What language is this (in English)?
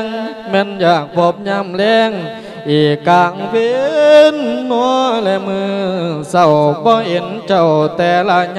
Lao